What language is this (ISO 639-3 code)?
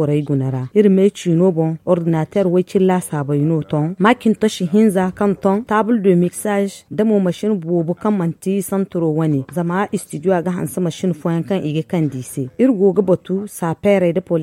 dje